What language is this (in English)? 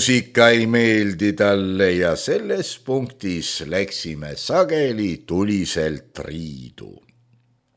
Estonian